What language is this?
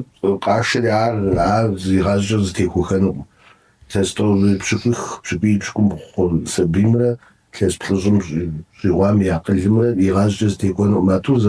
Kabardian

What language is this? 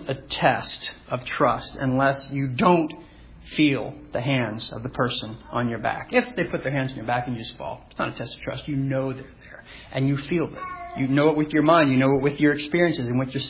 English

